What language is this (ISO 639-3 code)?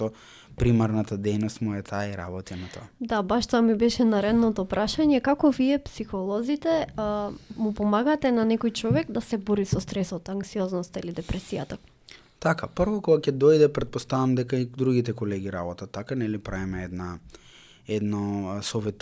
mkd